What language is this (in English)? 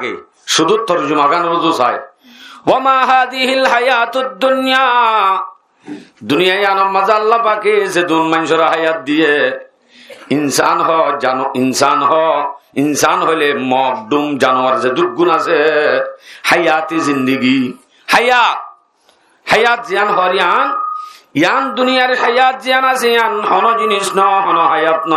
Rohingya